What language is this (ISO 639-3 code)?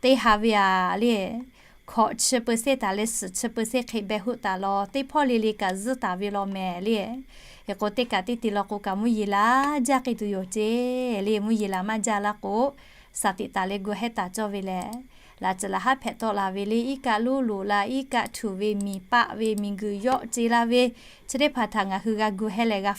lhu